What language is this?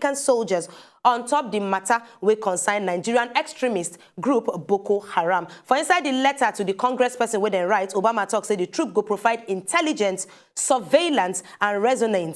Nigerian Pidgin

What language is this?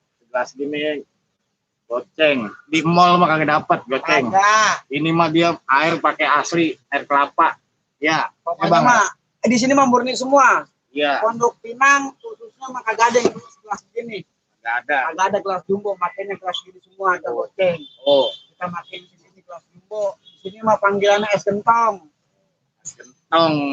Betawi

